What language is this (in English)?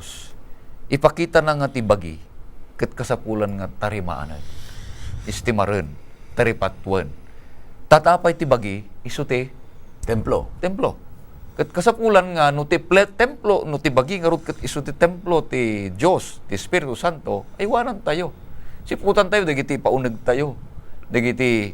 Iloko